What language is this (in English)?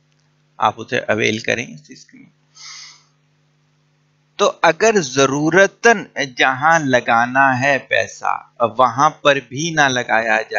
Urdu